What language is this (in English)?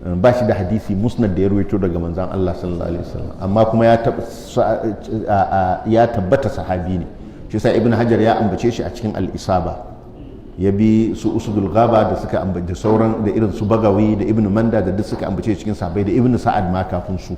Hausa